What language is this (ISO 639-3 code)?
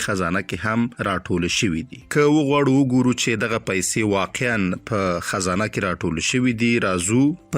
pus